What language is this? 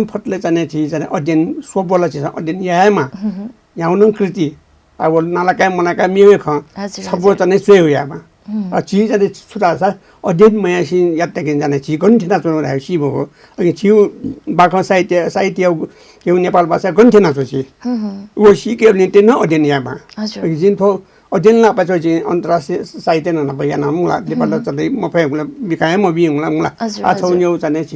Newari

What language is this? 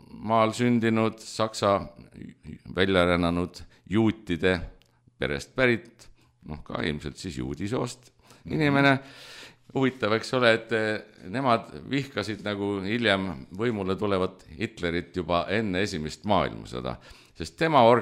Estonian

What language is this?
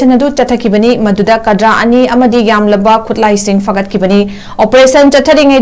Manipuri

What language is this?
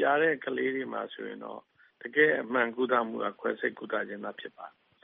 Burmese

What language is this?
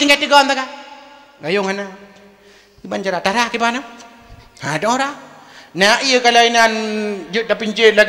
Achinese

